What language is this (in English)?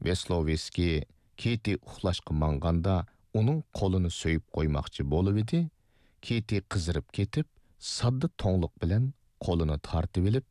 Uyghur